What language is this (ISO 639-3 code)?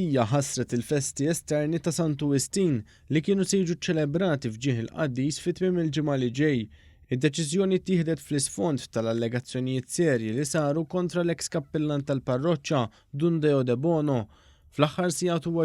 mlt